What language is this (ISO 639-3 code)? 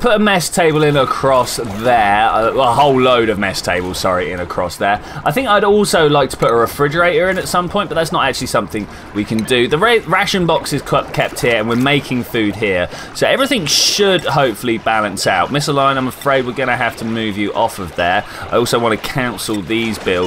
eng